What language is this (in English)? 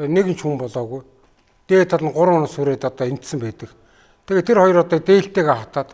Mongolian